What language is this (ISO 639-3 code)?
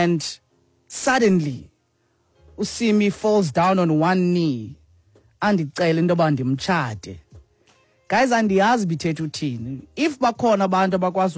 xho